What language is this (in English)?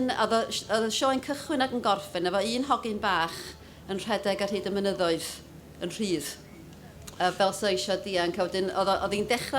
Welsh